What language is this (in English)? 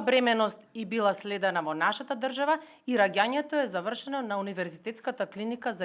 Macedonian